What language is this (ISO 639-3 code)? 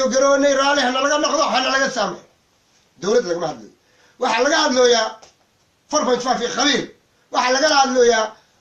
som